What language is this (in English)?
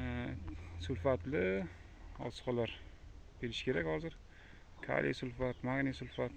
Uzbek